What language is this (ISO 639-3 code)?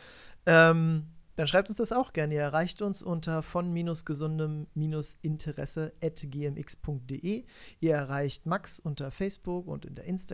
deu